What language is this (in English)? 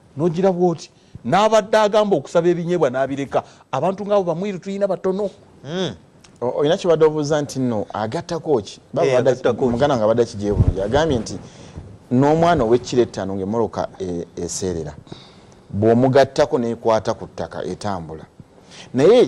Ganda